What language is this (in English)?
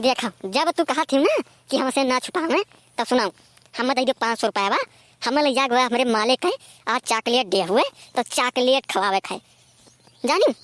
Awadhi